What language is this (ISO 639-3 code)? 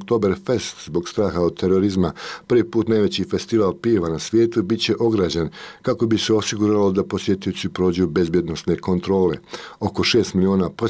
bos